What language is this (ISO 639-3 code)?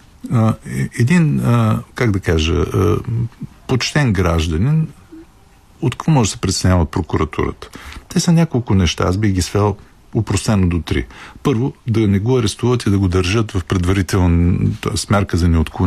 bul